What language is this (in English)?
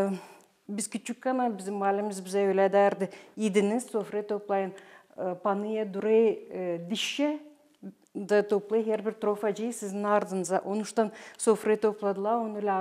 Gagauz